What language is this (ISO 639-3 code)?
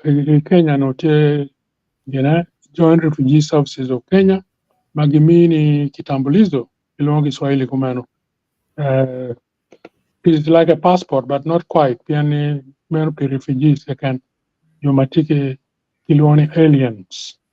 ach